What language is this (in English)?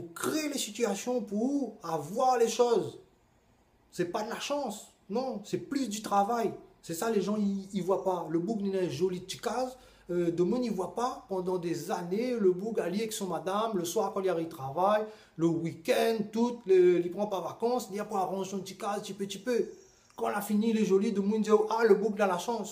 Réunion Creole French